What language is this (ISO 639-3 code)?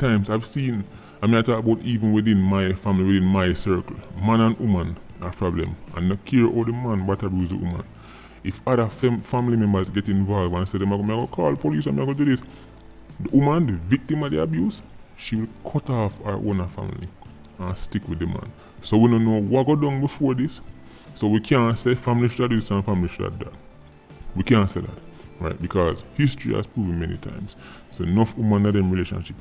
jam